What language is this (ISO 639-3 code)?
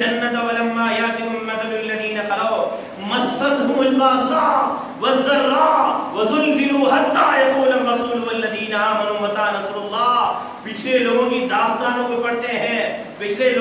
urd